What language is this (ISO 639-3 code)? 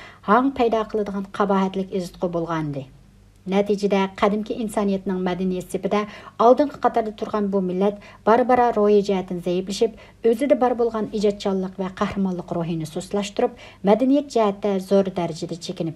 uig